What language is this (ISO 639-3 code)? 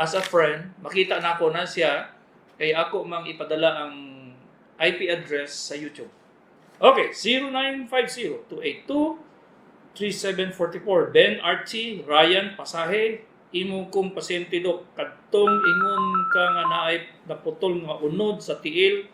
ceb